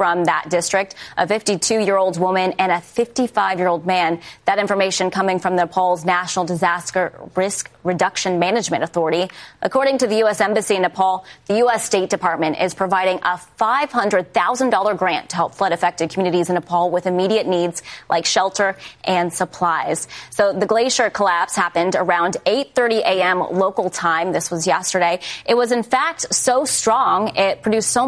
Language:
English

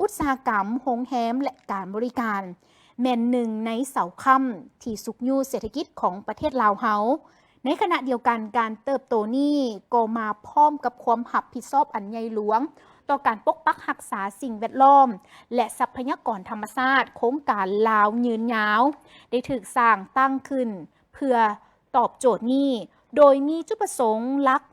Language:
Lao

